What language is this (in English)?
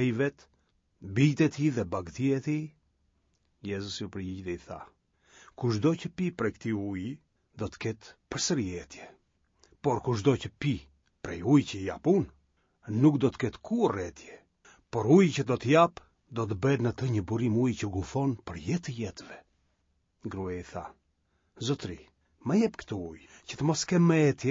Albanian